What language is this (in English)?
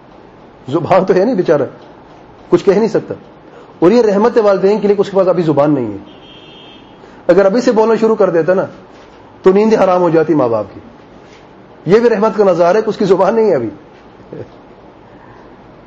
Urdu